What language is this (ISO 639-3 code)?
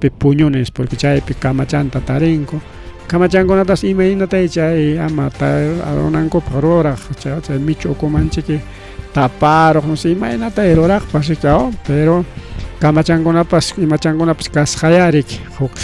quy